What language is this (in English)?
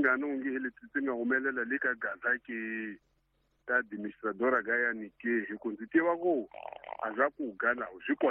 Tsonga